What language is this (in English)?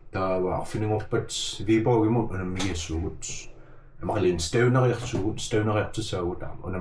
Kalaallisut